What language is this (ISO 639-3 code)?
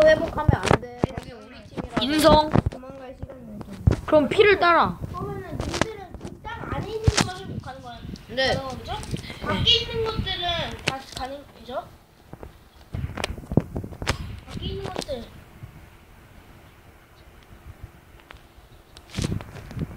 kor